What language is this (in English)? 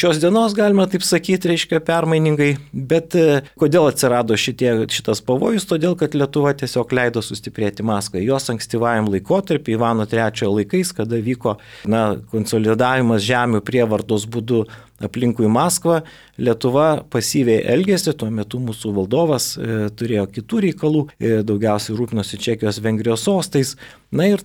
Lithuanian